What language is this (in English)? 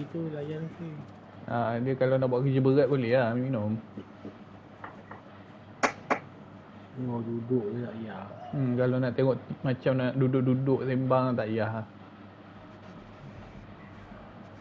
Malay